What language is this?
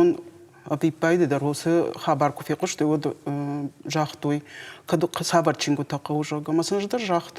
Ossetic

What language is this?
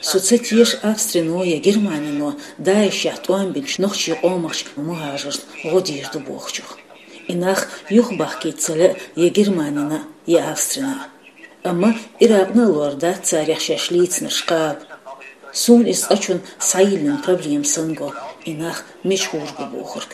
Chechen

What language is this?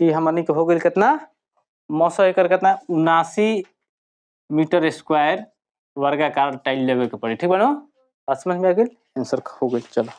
Bhojpuri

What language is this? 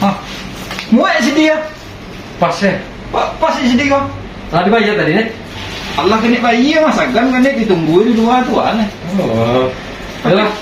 Minangkabau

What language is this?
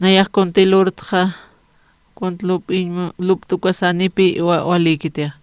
Aymara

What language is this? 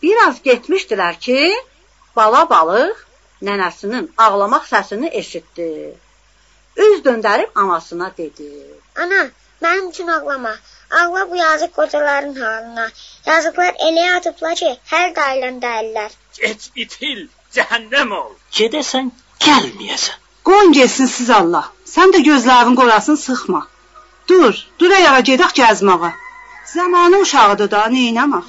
South Azerbaijani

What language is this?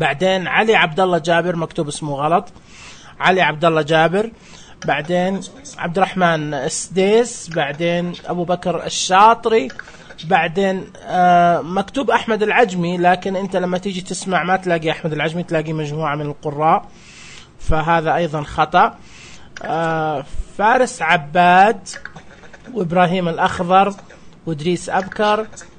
Najdi Arabic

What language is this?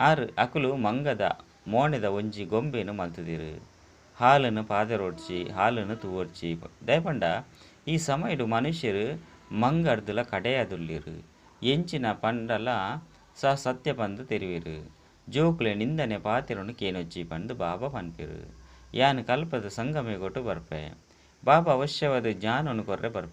Tulu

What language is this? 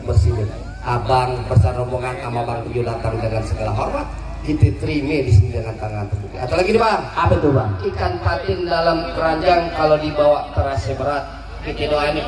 Betawi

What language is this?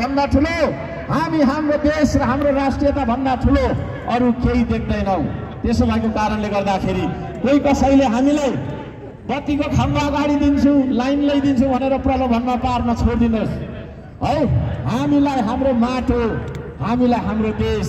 Nepali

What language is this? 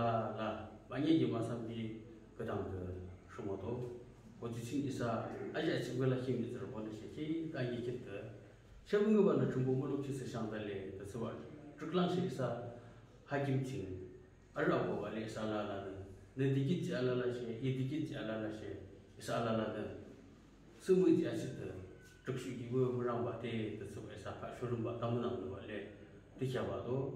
Naga Pidgin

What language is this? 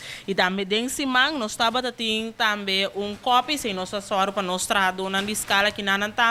Papiamento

